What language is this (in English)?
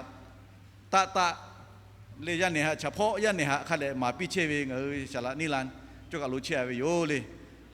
Lahu